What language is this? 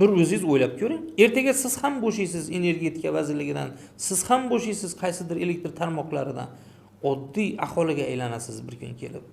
Uzbek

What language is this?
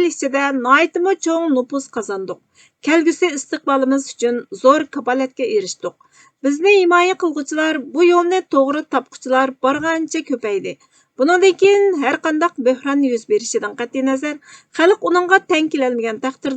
Uyghur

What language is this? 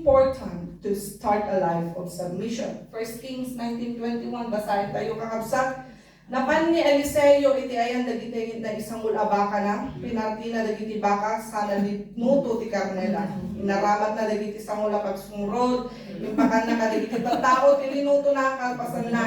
Iloko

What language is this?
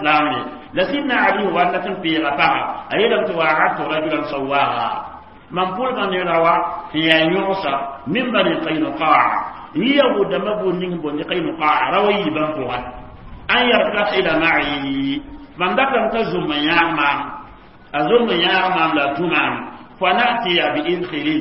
Mossi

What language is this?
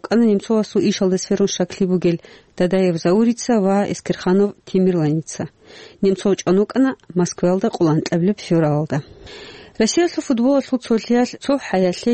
Avaric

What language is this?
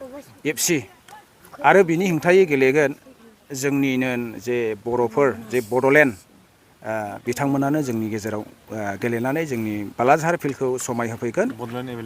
Bodo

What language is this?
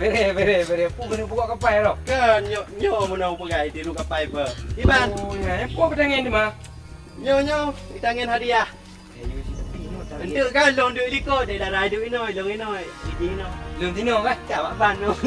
Achinese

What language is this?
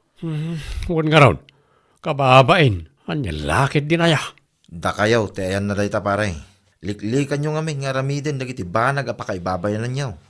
Iloko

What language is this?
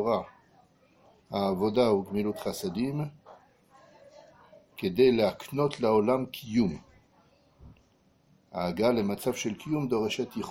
Hebrew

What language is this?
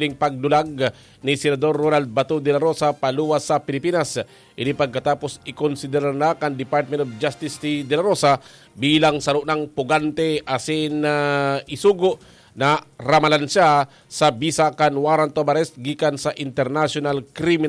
Bikol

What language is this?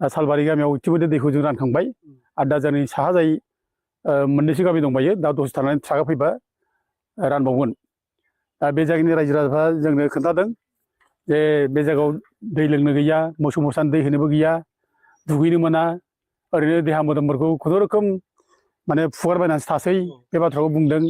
Bodo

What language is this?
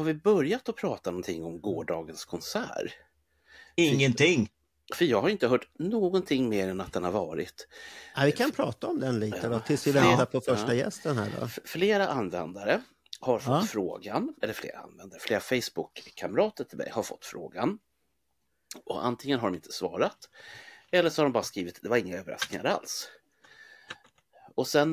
Swedish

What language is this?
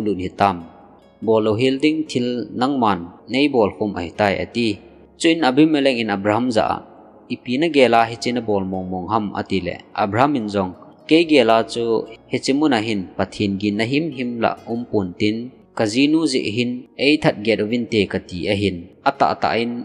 Thado Chin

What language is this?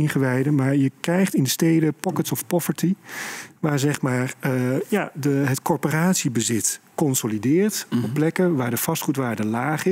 Dutch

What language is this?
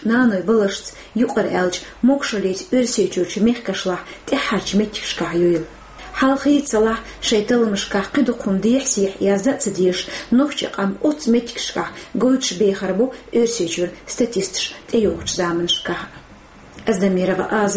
Chechen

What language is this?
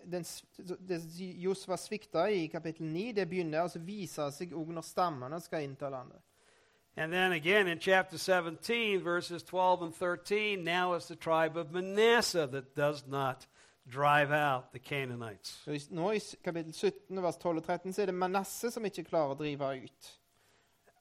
Norwegian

